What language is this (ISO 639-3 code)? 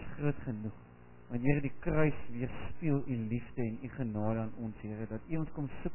afr